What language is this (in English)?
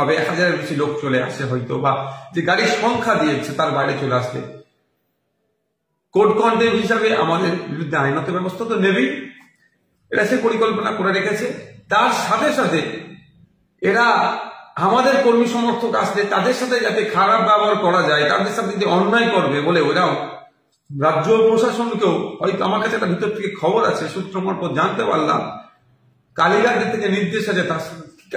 Bangla